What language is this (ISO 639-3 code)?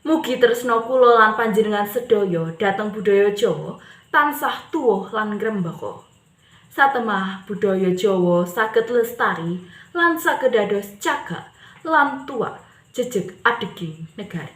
jav